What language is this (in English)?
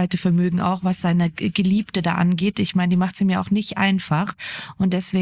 German